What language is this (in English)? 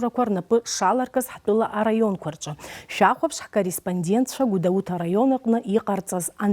Abkhazian